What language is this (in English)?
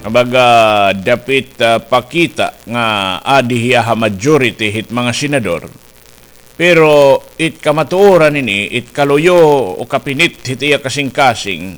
Waray